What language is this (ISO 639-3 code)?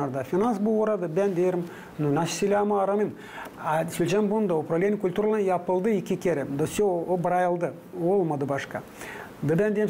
gag